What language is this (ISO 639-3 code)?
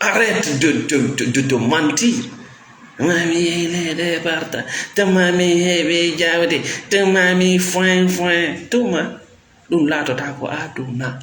ful